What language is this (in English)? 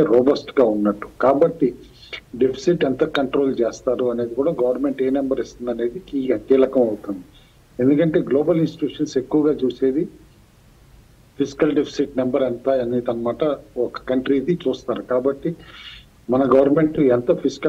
Telugu